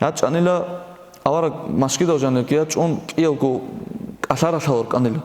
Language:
Avaric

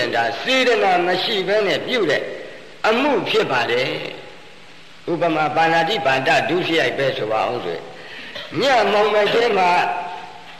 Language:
Burmese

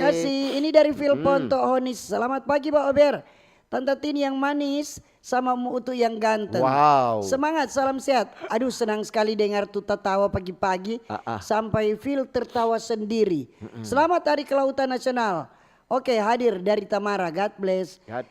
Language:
Manado Malay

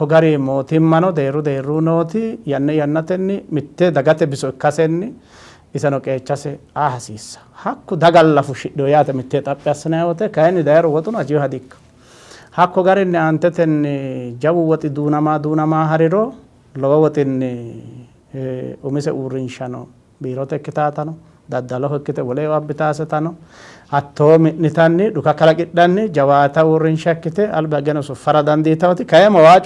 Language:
Sidamo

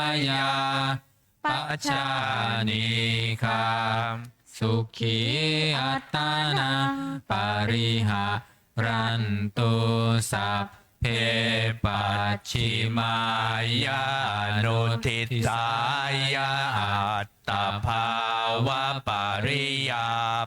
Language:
Pali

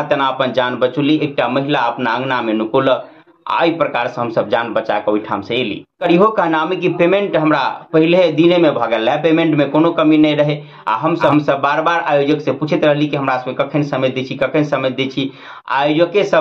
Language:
Maithili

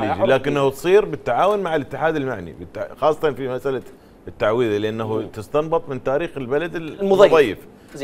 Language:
Mesopotamian Arabic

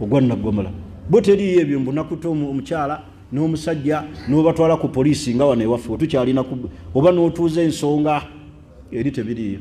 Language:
Ganda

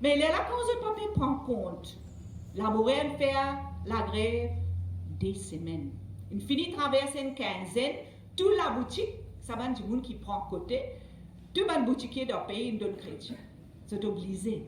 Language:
Morisyen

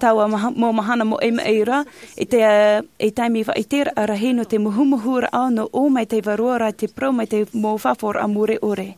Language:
Tahitian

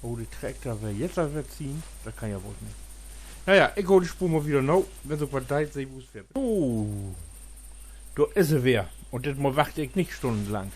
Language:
Low German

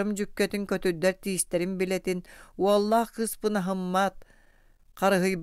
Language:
Yakut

